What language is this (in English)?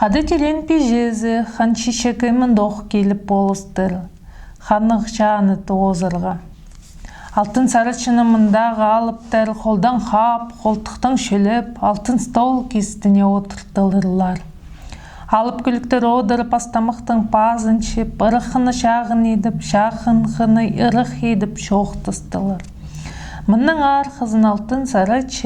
Khakas